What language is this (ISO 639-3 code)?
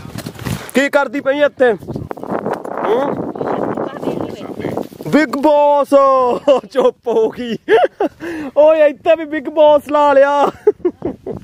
pan